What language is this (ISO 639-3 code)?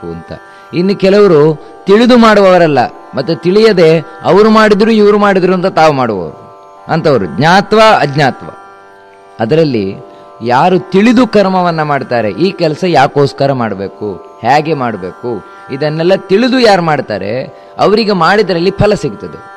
kan